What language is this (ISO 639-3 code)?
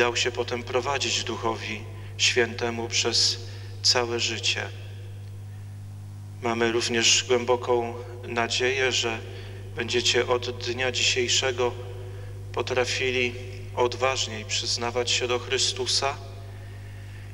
pol